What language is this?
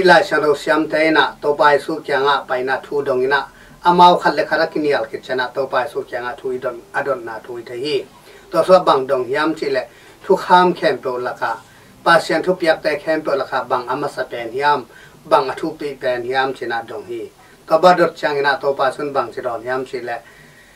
Tedim Chin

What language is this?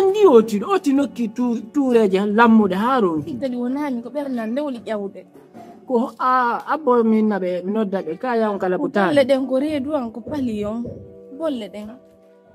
Fula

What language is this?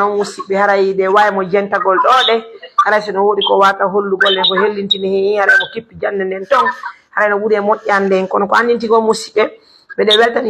Pular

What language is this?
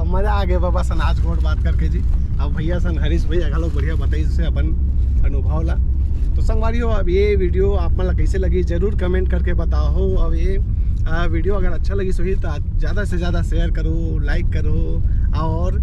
Chhattisgarhi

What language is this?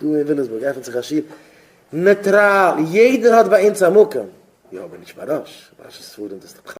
Yiddish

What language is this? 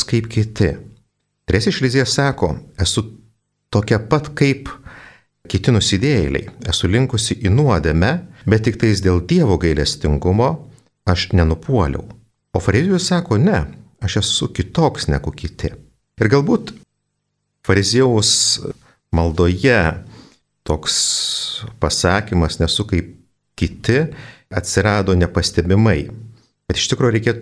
Lithuanian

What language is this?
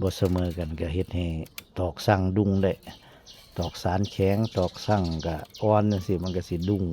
Northeastern Thai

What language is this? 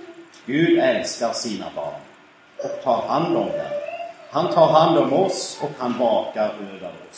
Swedish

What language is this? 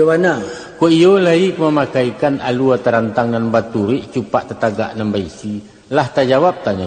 Minangkabau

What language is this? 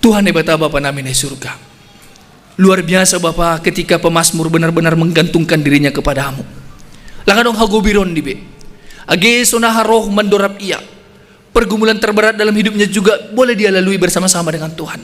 Batak Simalungun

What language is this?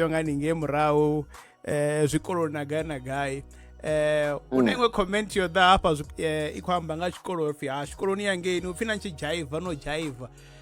Venda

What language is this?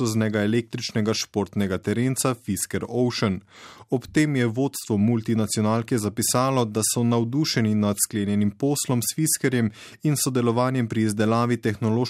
Slovenian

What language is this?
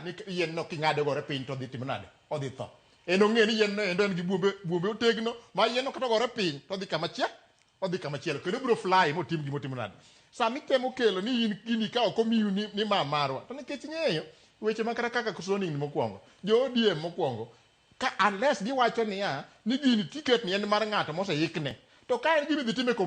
Luo (Kenya and Tanzania)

